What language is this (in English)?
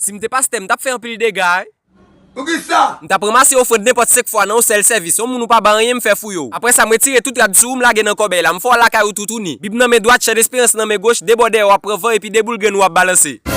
Haitian Creole